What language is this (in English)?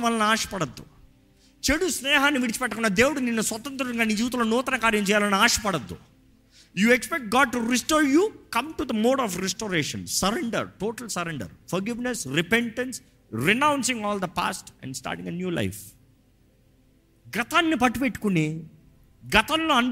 Telugu